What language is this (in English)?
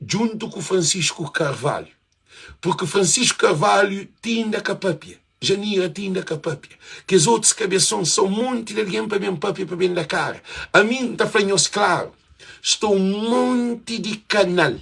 Kabuverdianu